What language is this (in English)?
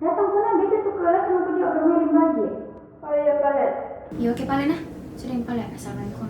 Makassar Malay